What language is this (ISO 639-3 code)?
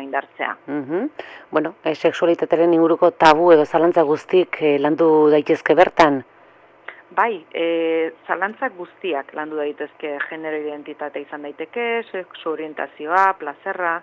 eus